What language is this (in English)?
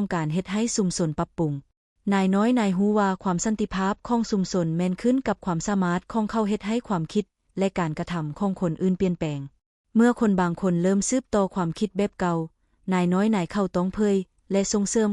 Lao